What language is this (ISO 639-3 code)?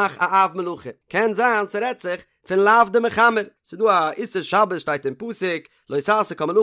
yid